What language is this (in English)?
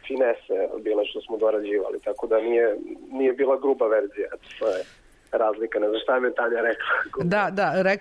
Serbian